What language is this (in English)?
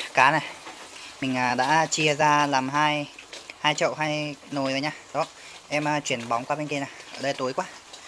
Vietnamese